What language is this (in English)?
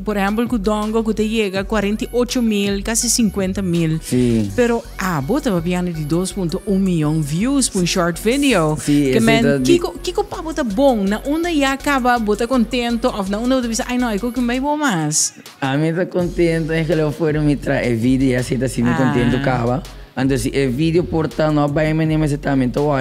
Papiamento